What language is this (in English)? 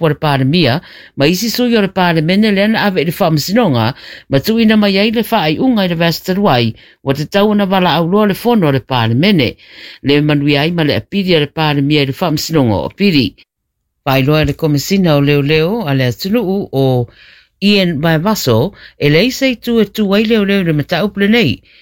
Samoan